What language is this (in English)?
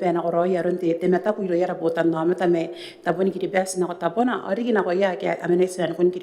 Gilbertese